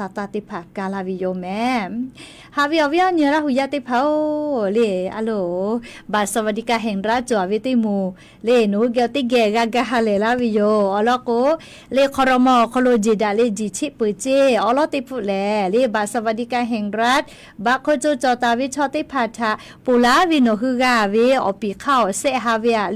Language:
Lahu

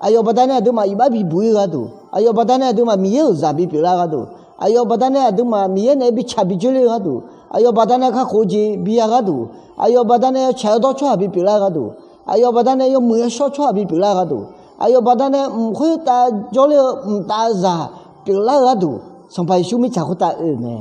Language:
Akha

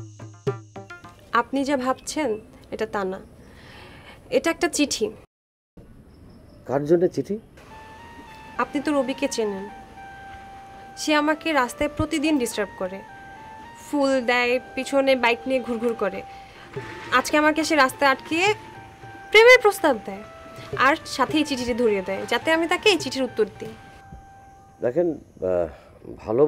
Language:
Bangla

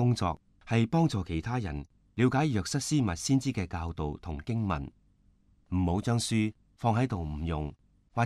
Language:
Cantonese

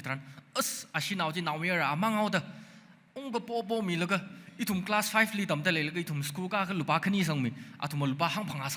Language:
Tangkhul Naga (India)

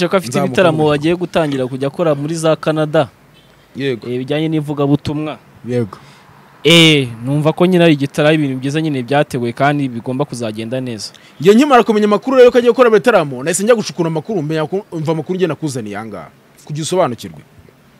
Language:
Kinyarwanda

